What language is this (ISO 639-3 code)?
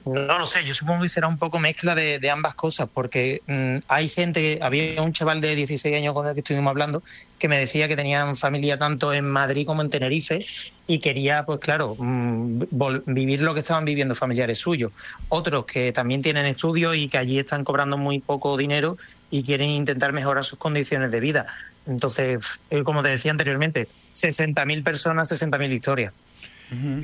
spa